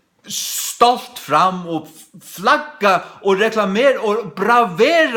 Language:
Faroese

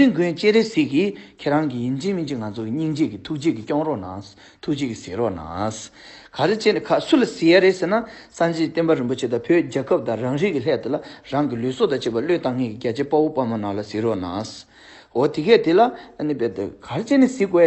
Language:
Tibetan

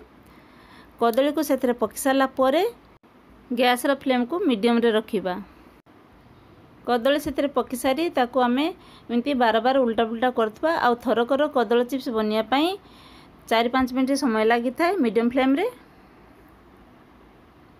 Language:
Odia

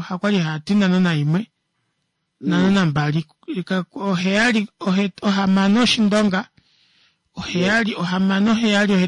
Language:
Kuanyama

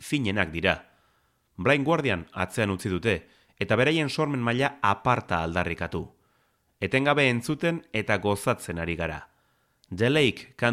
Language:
Basque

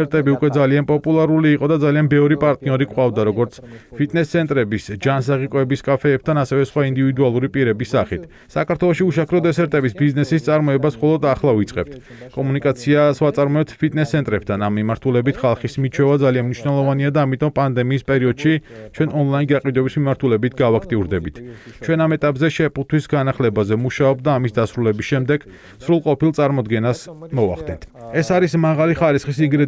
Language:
Georgian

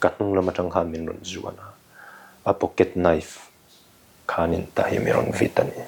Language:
Mizo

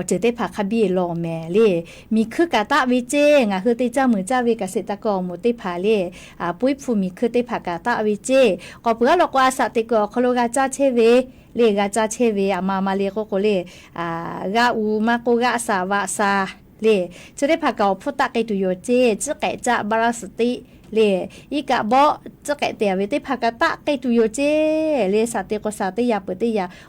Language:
Lahu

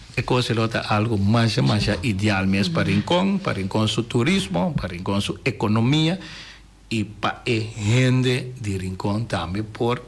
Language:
Papiamento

